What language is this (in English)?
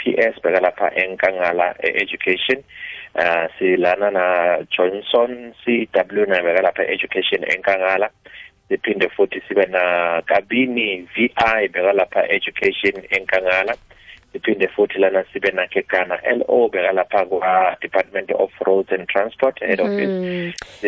South Ndebele